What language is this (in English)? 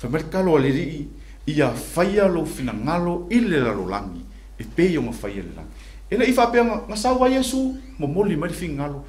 Samoan